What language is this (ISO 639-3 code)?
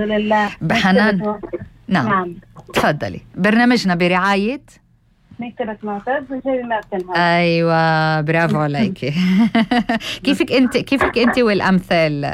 apc